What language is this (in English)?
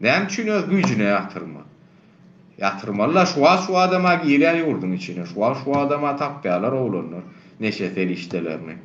Turkmen